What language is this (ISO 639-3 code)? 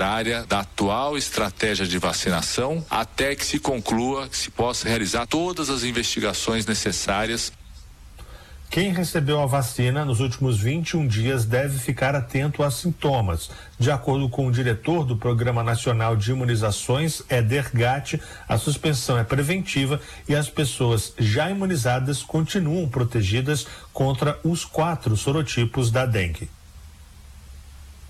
por